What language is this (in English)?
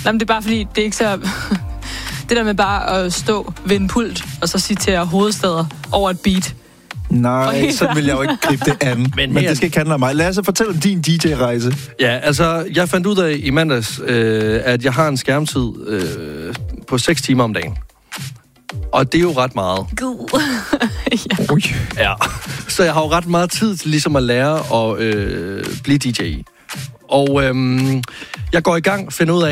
Danish